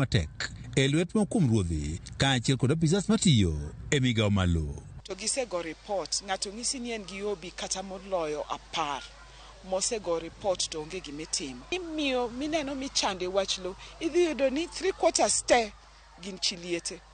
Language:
Luo (Kenya and Tanzania)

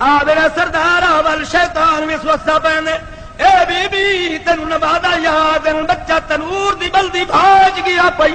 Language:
Saraiki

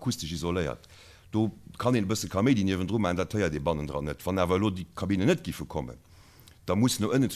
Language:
Luxembourgish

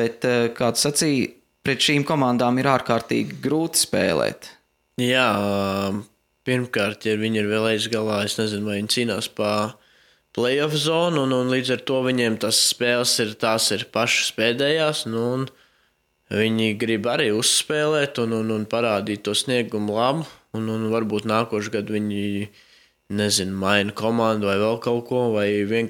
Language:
Latvian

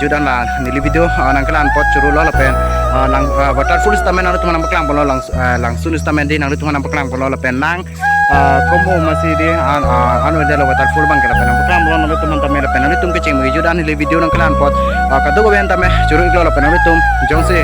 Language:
Karbi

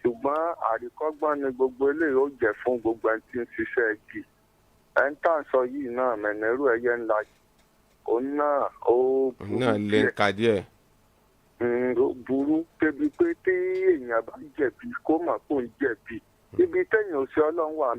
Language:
Yoruba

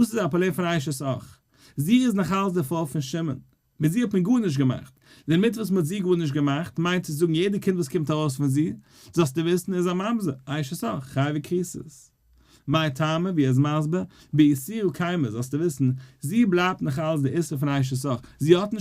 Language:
Yiddish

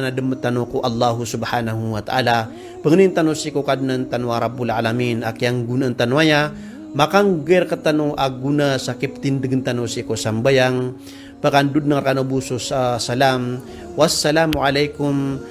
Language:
Maranao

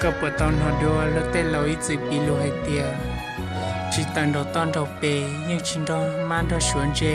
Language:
Hmong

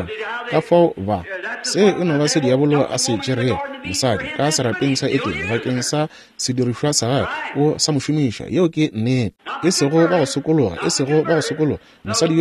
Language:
Northern Sotho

